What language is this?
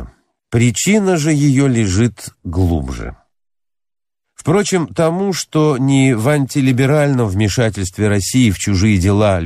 Russian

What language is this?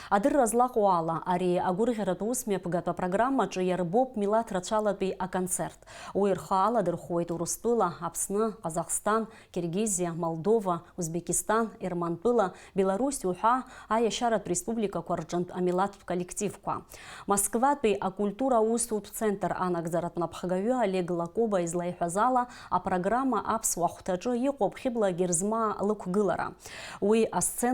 Abkhazian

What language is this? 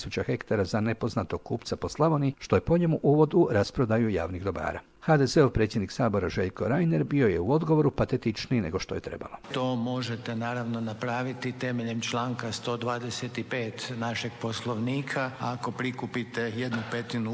Croatian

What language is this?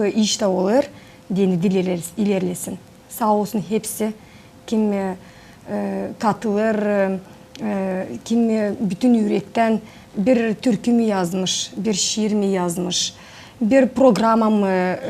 Gagauz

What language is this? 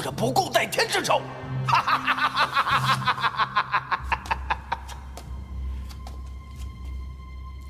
Chinese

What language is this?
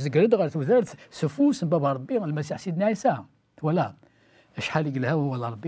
Kabyle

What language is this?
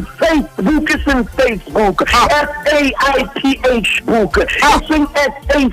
Southern Sotho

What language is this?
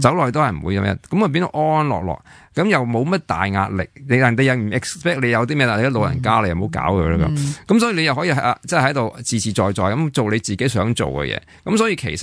Cantonese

